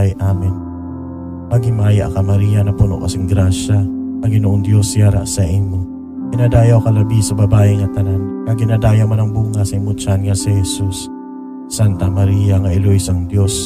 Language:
Hiligaynon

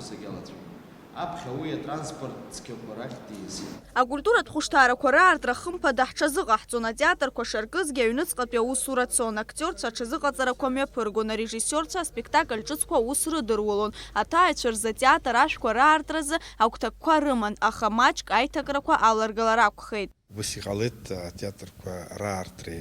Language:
Abkhazian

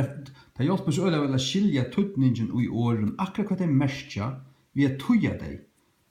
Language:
Faroese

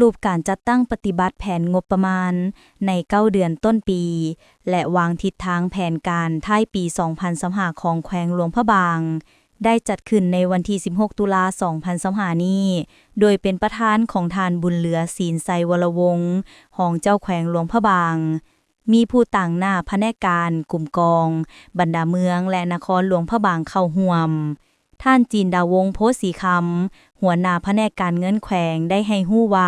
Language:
Lao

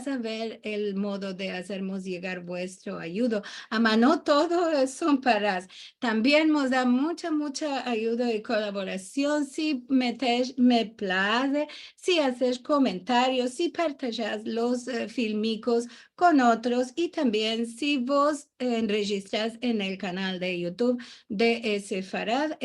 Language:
Ladino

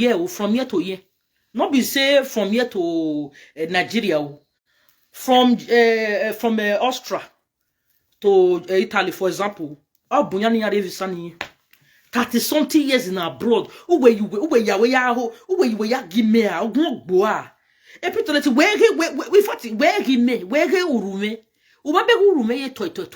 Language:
Nigerian Pidgin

